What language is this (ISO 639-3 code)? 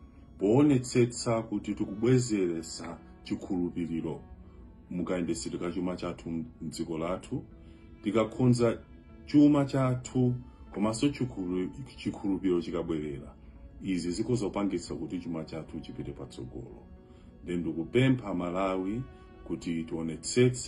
nya